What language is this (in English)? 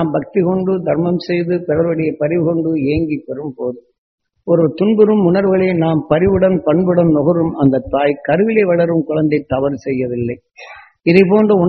Tamil